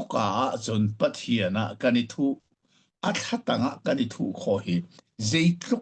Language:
Hakha Chin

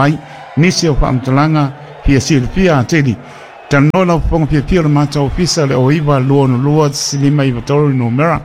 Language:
Samoan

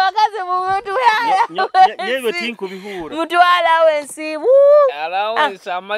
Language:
Nyoro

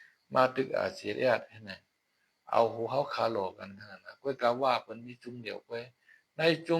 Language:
Shan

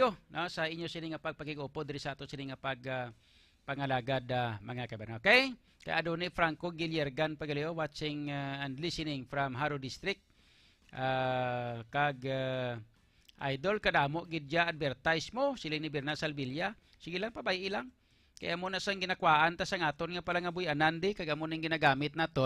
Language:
Hiligaynon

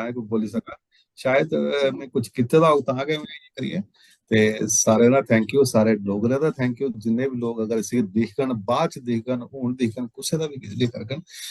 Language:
Dogri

